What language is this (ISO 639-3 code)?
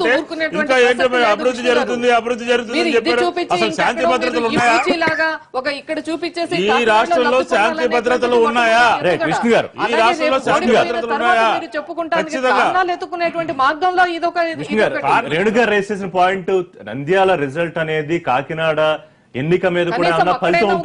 tel